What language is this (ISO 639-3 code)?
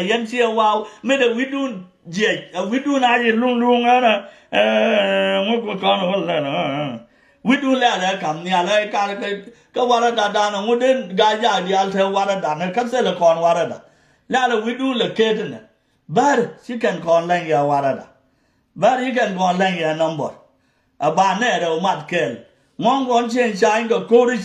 nus